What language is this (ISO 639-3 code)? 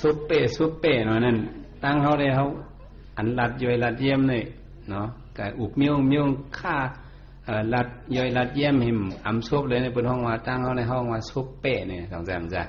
shn